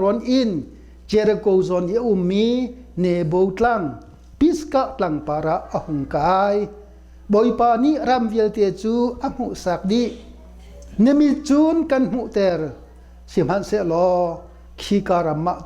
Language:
Hakha Chin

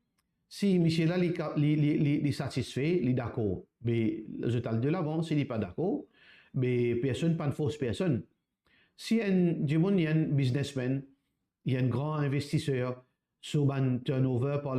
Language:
Morisyen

